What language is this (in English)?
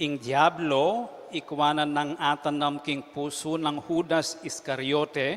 Pampanga